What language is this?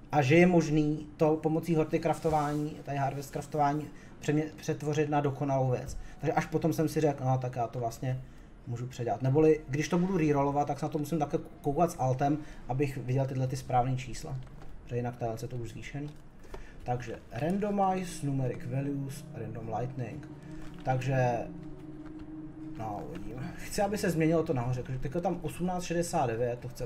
Czech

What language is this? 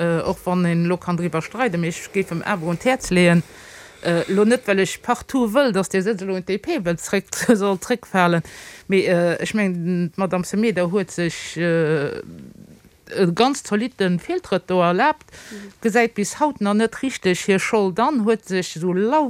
Luxembourgish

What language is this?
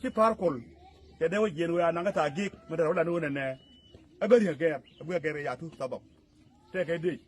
Nuer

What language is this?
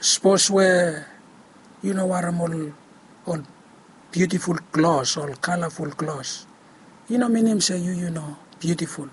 Bislama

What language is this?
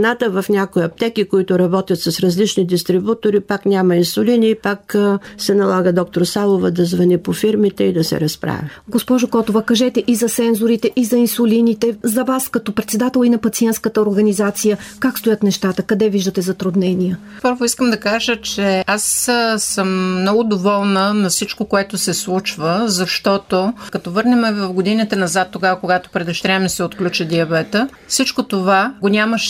Bulgarian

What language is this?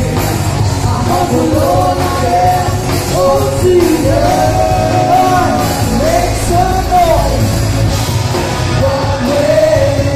Filipino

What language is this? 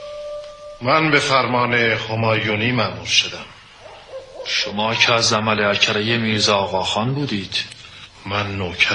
Persian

